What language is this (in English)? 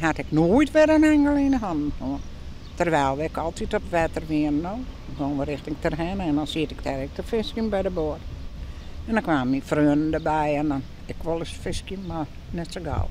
Western Frisian